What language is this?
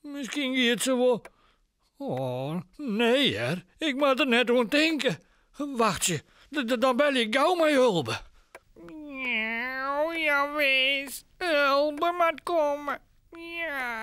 Western Frisian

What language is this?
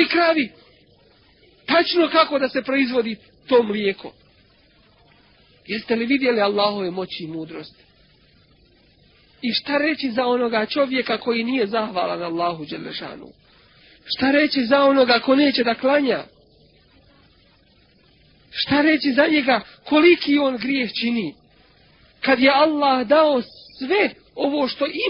Bosnian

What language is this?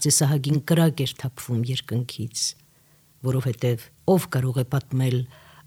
Armenian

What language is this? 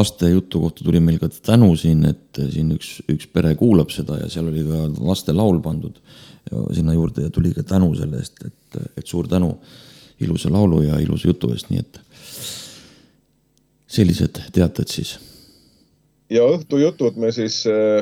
Estonian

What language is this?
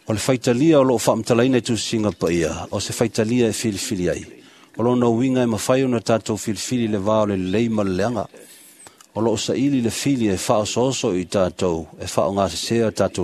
Samoan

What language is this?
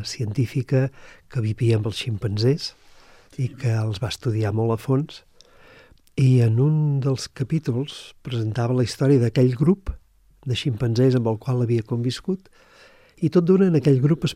Catalan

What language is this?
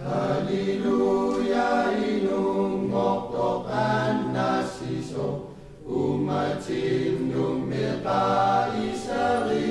Kalaallisut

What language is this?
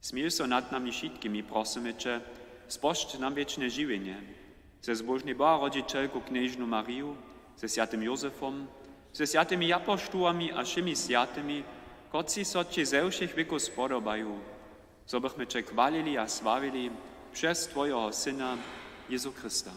Upper Sorbian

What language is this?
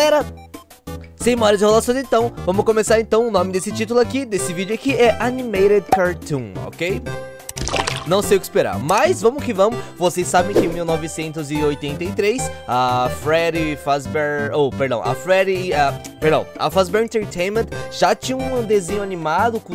Portuguese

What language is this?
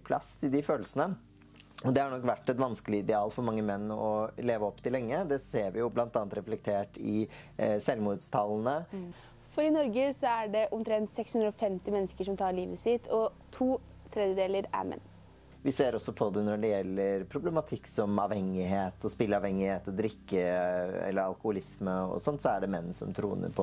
Norwegian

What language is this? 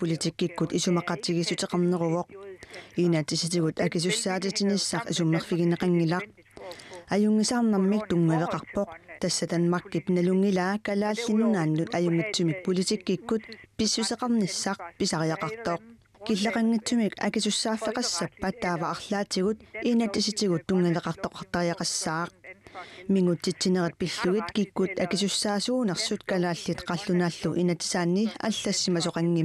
Kalaallisut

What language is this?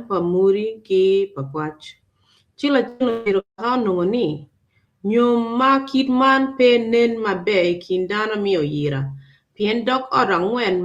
Acoli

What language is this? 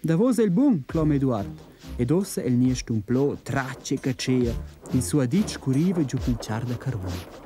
Romansh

